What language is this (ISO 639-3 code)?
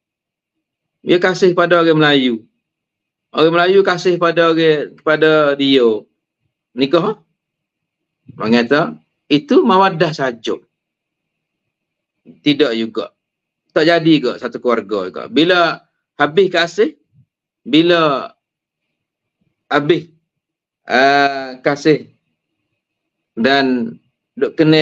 msa